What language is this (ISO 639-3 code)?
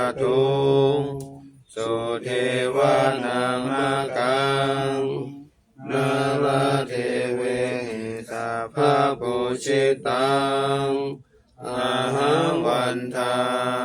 pli